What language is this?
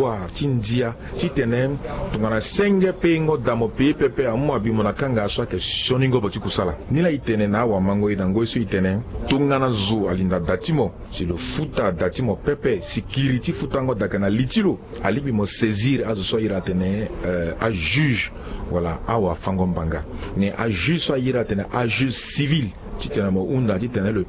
Sango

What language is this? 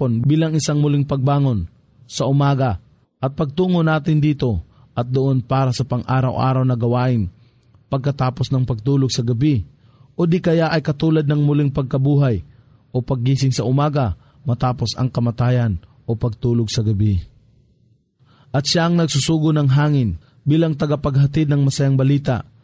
Filipino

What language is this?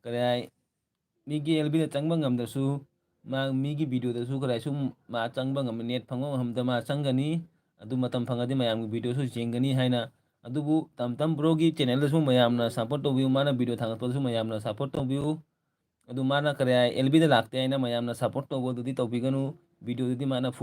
Manipuri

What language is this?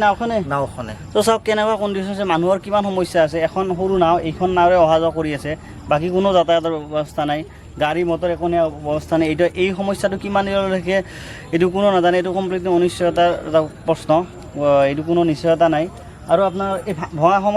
Assamese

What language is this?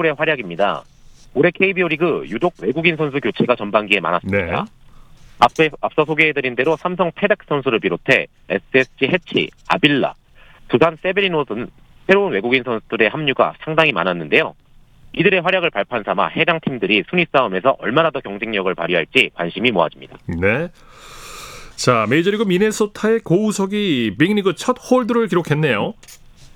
Korean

